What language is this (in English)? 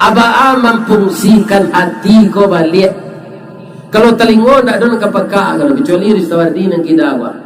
Minangkabau